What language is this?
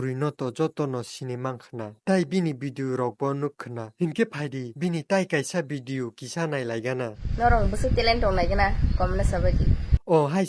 Kok Borok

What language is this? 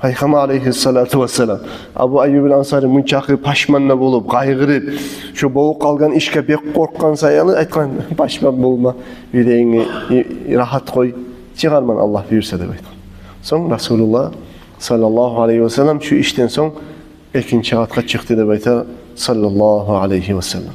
Kumyk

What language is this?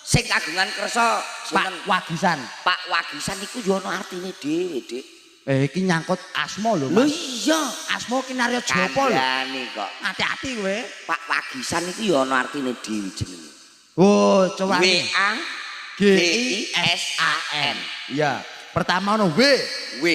Javanese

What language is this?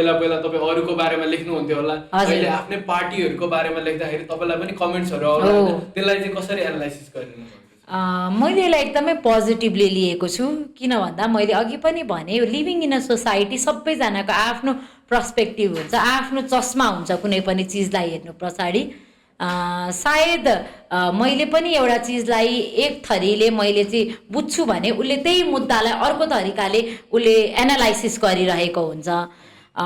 Nepali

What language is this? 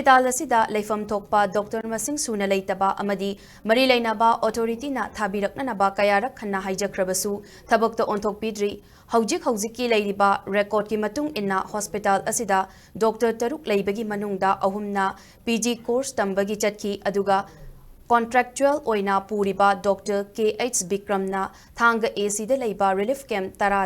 Manipuri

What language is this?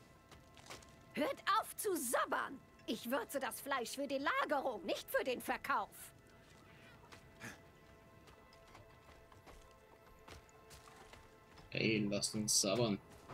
German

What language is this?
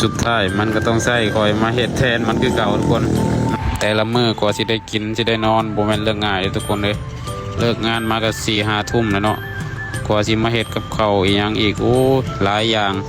Lao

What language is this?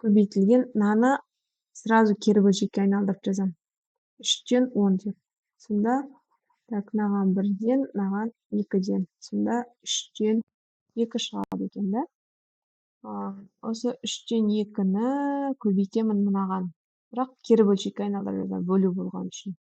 Kazakh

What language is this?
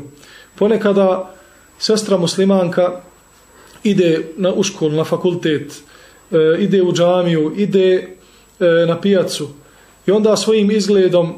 Bosnian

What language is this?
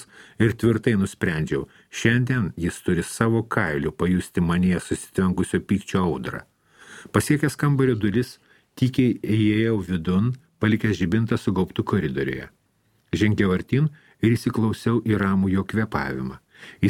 Lithuanian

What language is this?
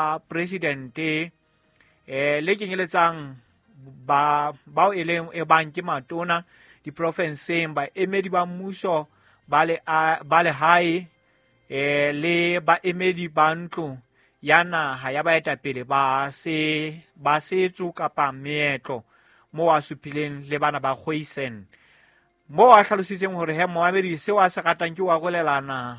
Southern Sotho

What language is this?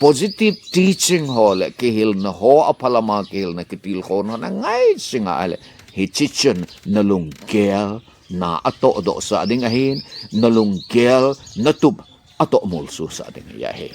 Thado Chin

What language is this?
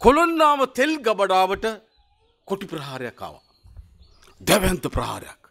Sinhala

